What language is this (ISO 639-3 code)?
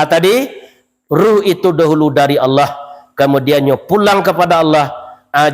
min